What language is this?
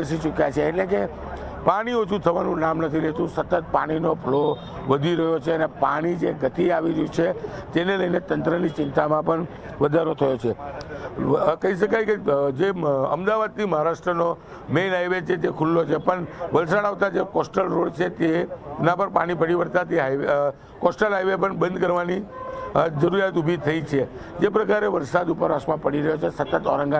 Gujarati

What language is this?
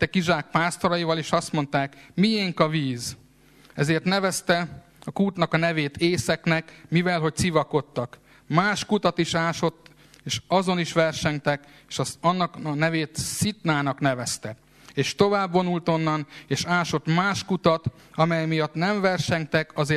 Hungarian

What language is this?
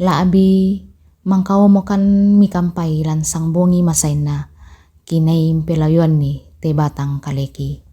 Toraja-Sa'dan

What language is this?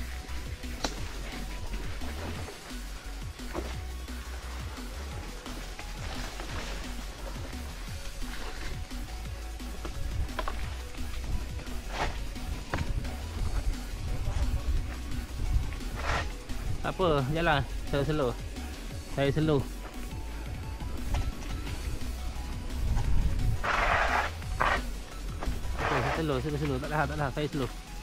Malay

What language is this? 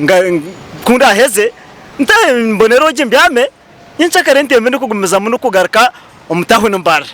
Nyankole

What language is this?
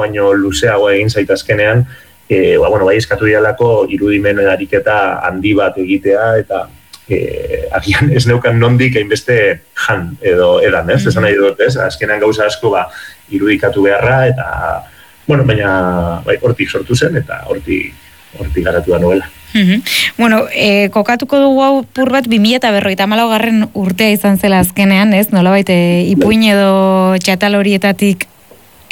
Basque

